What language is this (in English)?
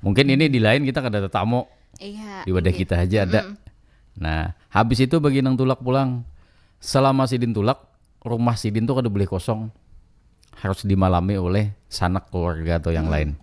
Banjar